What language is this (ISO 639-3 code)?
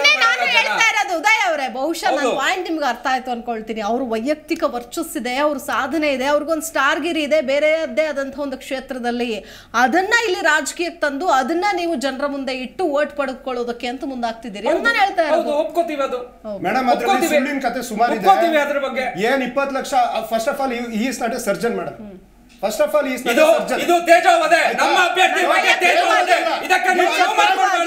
kan